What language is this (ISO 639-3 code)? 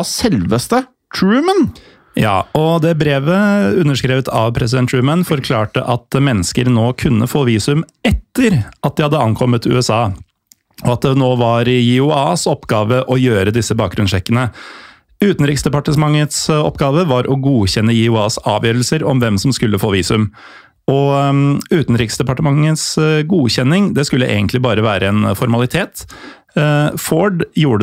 nor